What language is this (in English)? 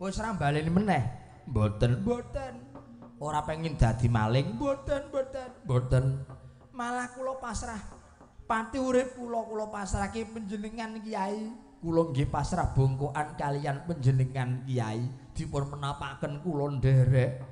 Javanese